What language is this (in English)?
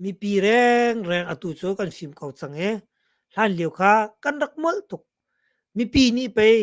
Hakha Chin